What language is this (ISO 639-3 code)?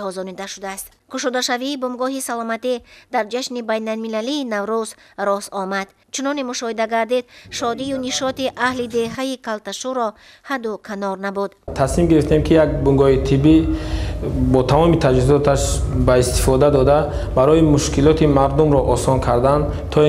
tgk